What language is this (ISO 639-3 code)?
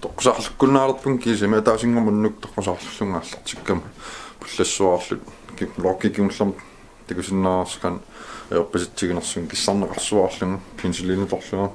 kal